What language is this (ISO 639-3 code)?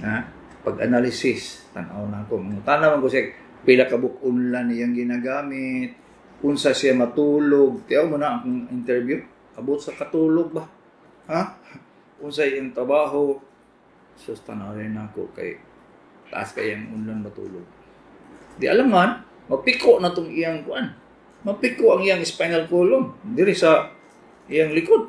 ceb